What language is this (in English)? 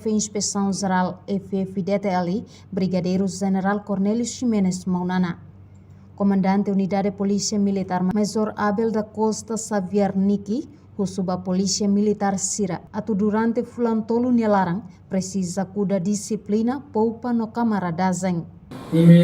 Tetum